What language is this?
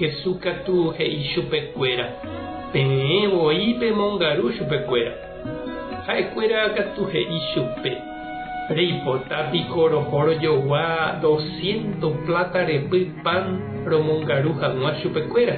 Guarani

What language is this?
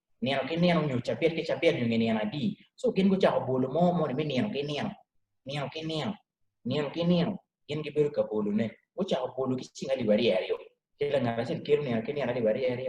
Acoli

